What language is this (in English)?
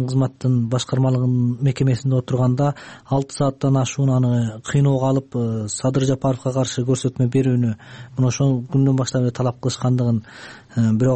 Kyrgyz